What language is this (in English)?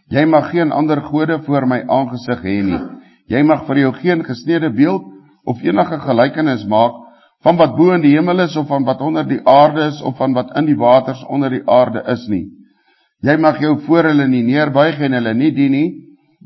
Afrikaans